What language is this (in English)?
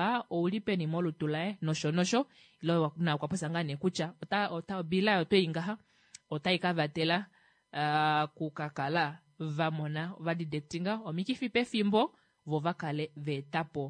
Kuanyama